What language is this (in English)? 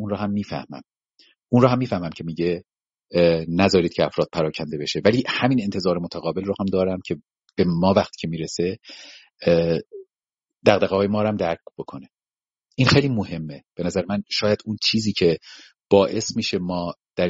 Persian